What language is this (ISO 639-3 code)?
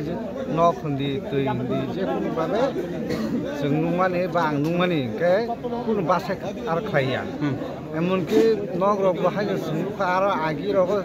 trp